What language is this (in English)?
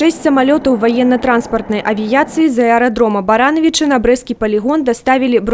Belarusian